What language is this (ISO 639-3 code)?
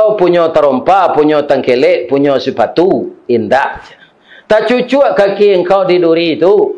min